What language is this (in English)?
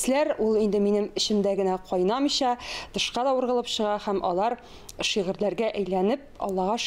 Tatar